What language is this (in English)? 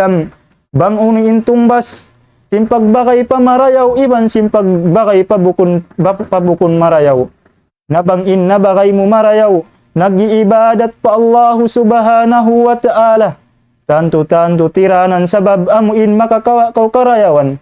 Tausug